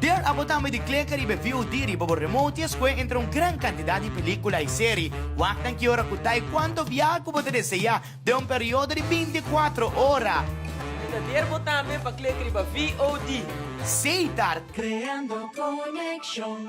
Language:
Papiamento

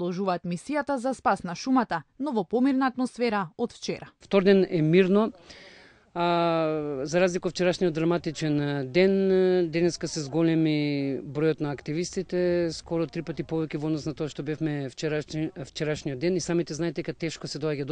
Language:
Macedonian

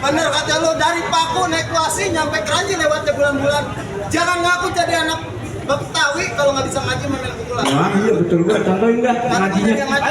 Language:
Betawi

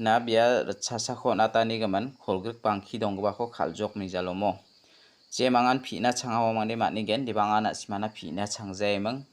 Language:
Garo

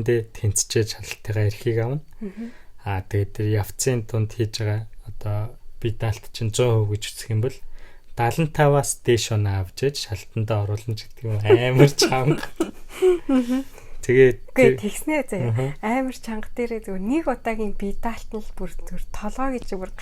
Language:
Mongolian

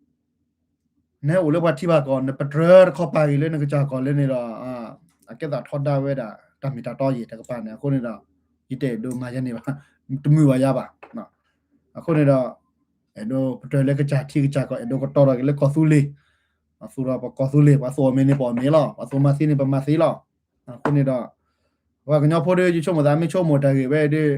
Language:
S'gaw Karen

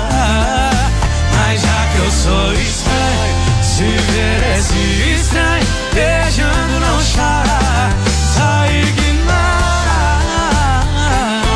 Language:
Portuguese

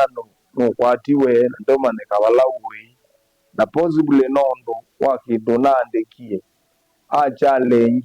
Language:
Kamba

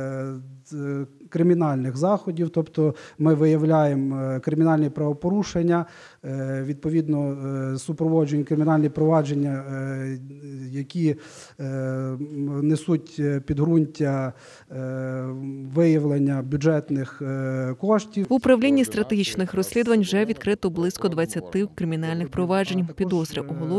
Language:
Ukrainian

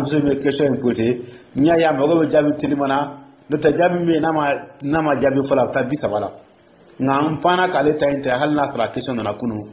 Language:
Dyula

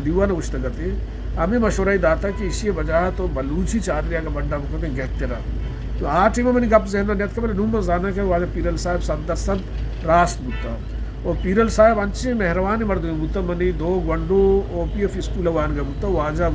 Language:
Eastern Balochi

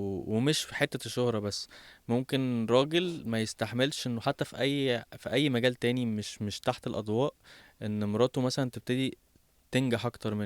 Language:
Egyptian Arabic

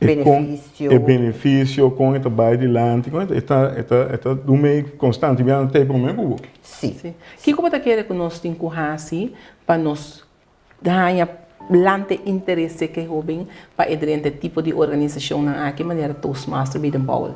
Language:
Papiamento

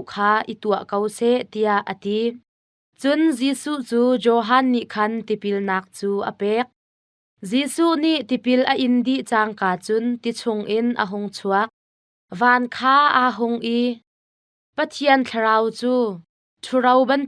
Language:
Hakha Chin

